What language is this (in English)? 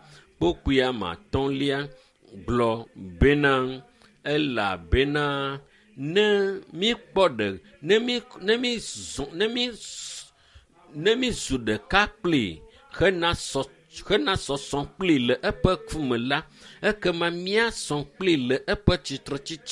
Ewe